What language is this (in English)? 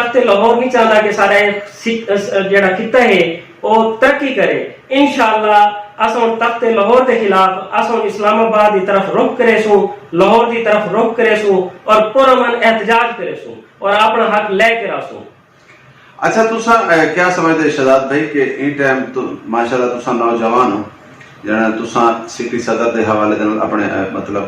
Saraiki